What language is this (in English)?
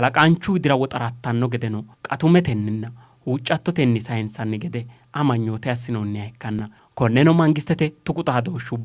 Sidamo